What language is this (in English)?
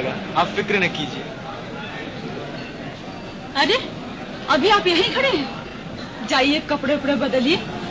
Hindi